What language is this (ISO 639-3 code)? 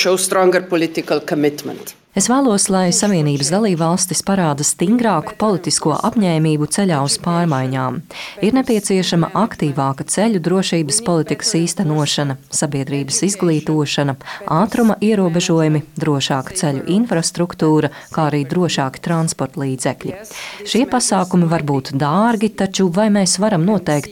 lav